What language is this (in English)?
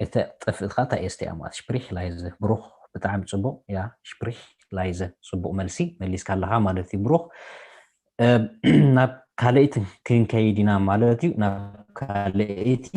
Tigrinya